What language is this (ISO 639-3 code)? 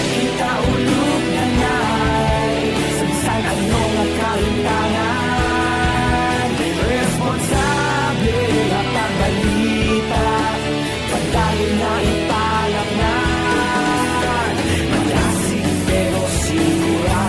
hil